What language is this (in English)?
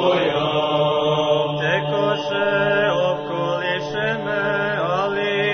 Serbian